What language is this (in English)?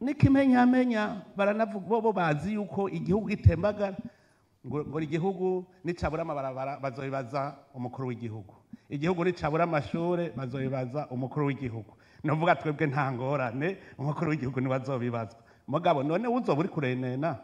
Rundi